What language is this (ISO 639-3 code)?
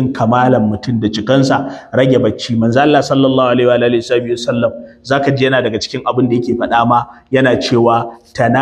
hau